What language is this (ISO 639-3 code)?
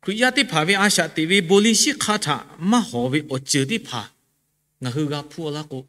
lhu